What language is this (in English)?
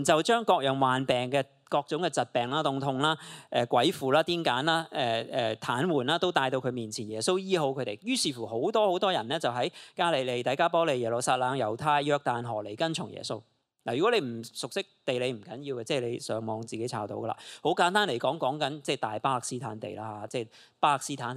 Cantonese